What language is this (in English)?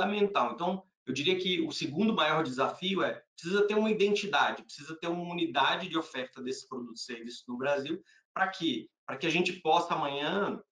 Portuguese